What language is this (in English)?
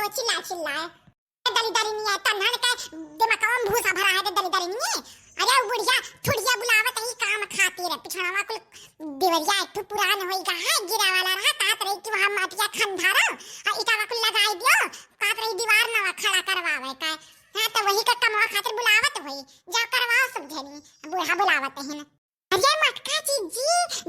Awadhi